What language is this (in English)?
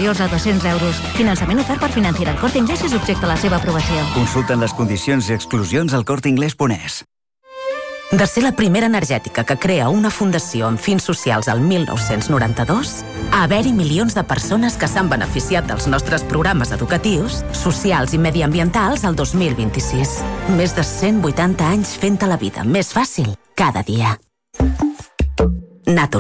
Catalan